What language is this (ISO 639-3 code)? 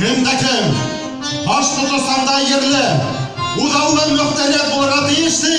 bak